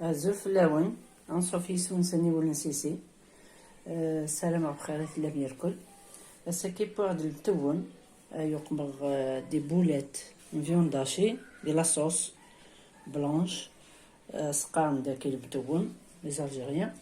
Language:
Kabyle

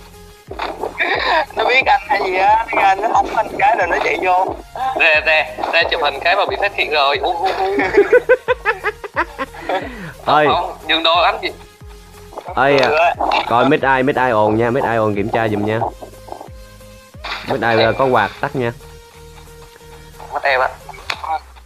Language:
Vietnamese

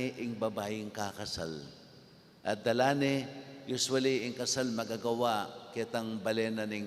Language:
Pampanga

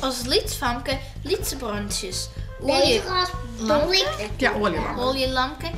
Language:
Western Frisian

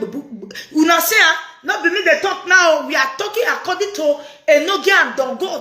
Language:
Nigerian Pidgin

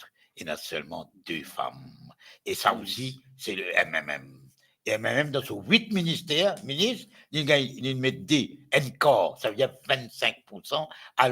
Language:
Morisyen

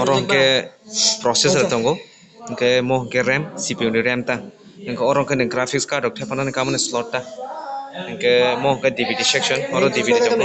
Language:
Kok Borok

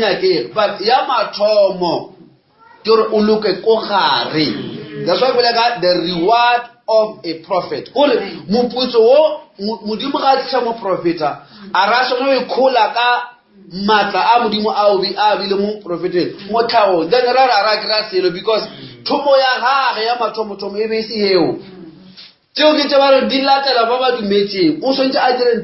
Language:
Northern Sotho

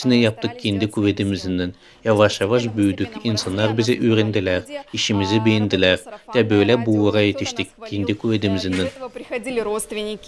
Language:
Gagauz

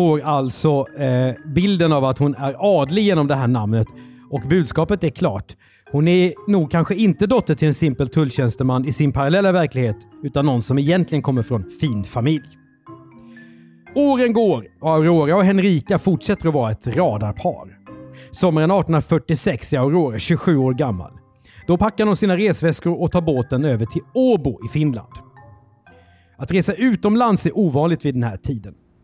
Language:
Swedish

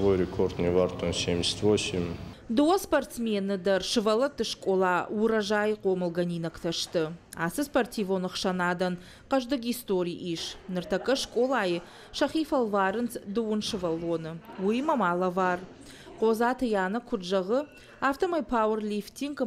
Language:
Ossetic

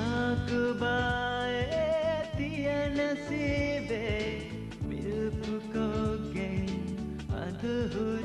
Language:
Divehi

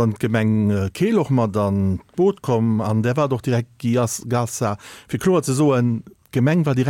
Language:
Luxembourgish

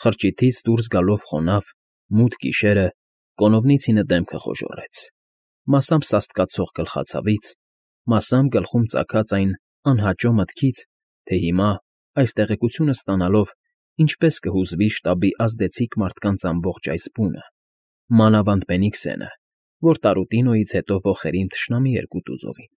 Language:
Armenian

